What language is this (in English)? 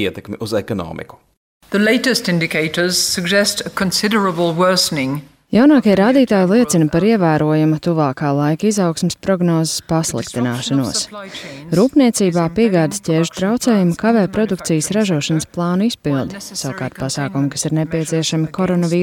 Latvian